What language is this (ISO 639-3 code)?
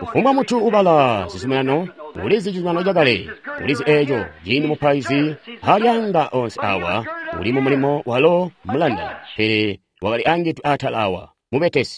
toi